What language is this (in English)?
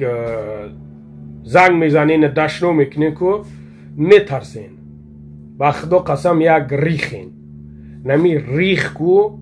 Tajik